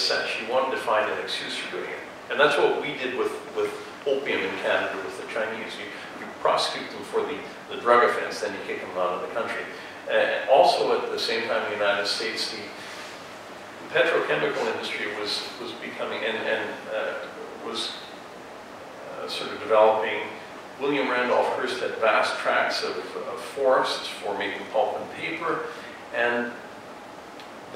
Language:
English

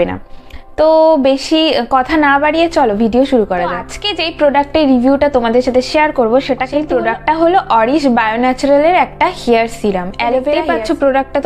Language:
Bangla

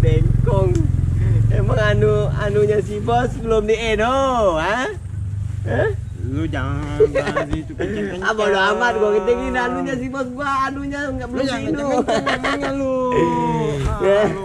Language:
Betawi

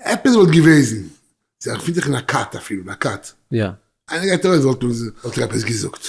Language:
Yiddish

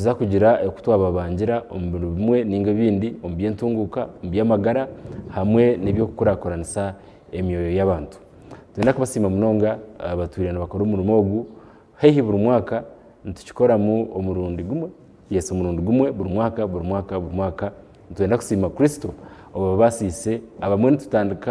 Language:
Nyankole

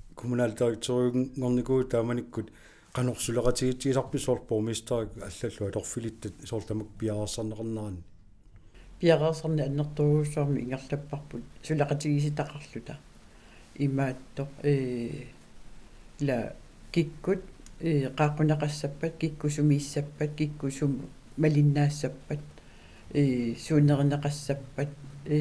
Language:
Kalaallisut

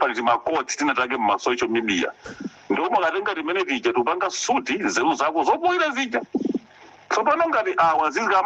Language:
Nyanja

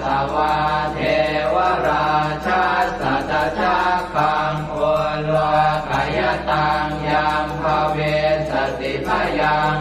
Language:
Pali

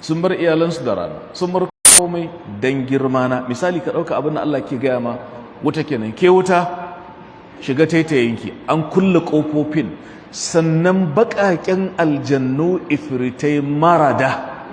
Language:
Hausa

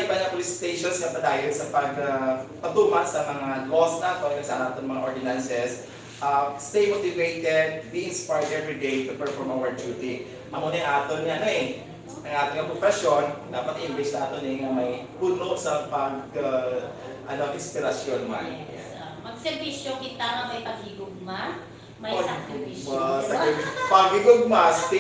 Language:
Hiligaynon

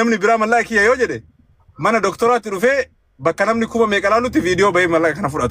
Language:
Oromo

